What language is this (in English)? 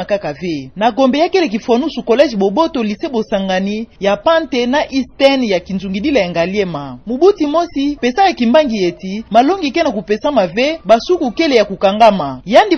Kituba (Democratic Republic of Congo)